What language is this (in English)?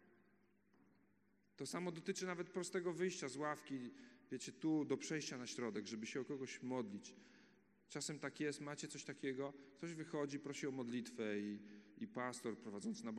Polish